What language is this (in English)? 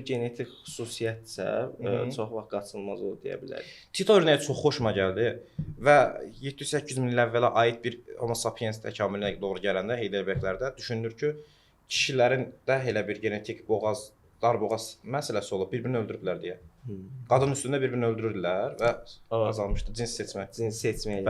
Azerbaijani